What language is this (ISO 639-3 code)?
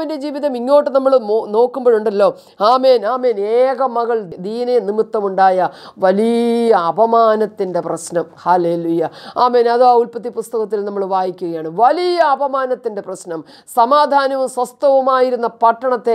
mal